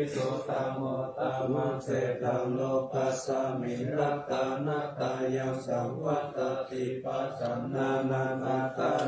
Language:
Pali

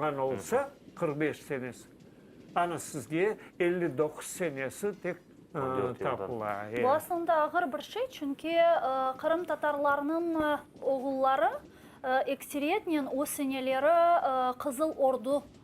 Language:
Crimean Tatar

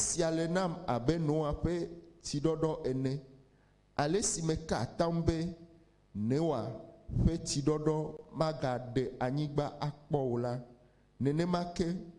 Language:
Ewe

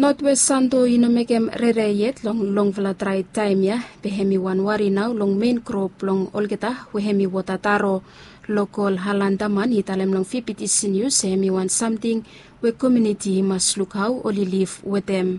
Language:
Bislama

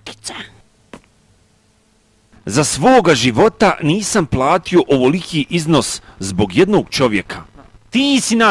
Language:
Bosnian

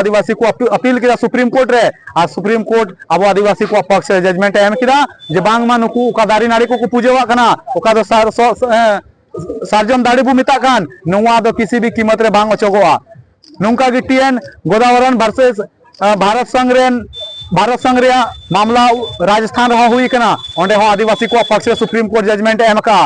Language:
Santali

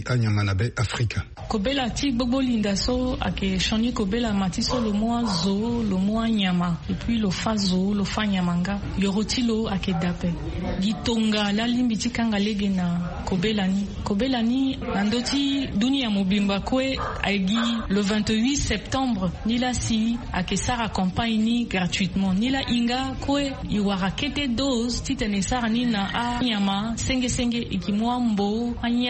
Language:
Sango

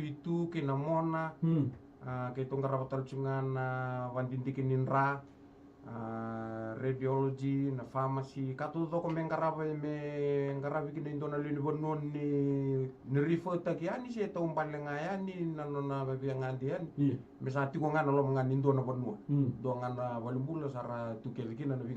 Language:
Fijian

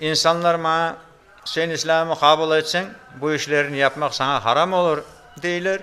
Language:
Crimean Tatar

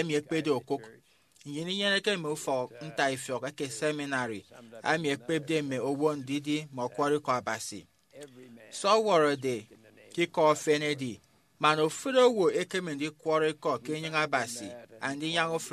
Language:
Efik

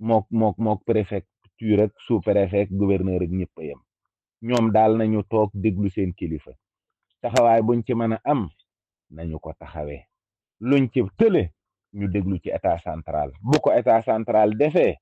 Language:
Wolof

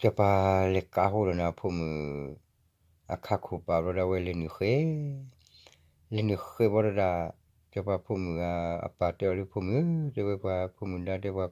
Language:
S'gaw Karen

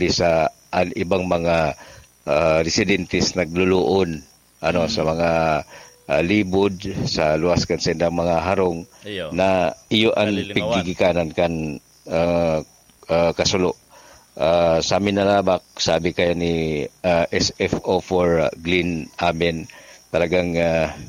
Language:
Bikol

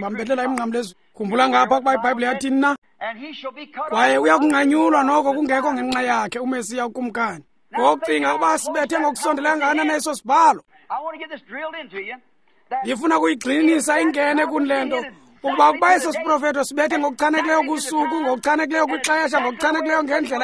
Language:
Xhosa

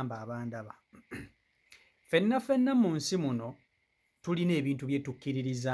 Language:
Ganda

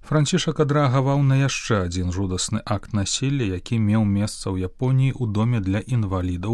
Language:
Belarusian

